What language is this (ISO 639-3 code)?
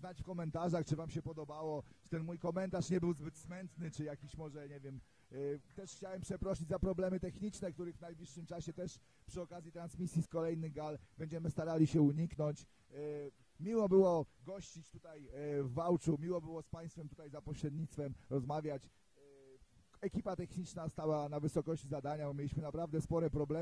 pol